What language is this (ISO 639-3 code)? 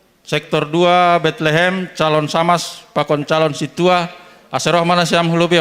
bts